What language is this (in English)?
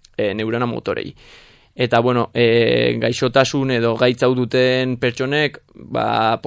Basque